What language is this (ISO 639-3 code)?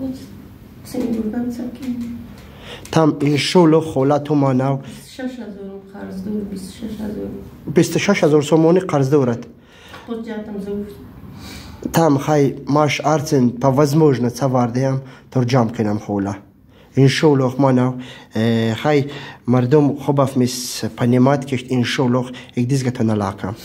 tgk